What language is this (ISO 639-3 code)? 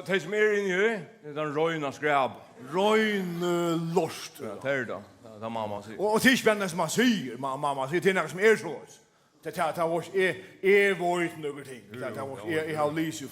fao